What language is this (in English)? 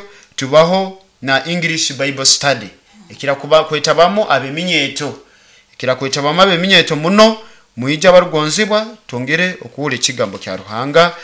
Nyoro